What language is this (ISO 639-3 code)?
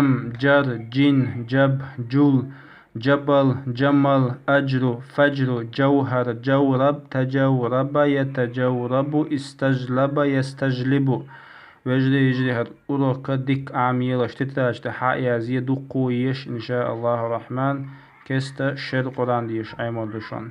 che